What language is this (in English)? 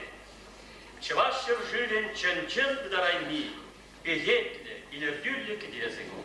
Chuvash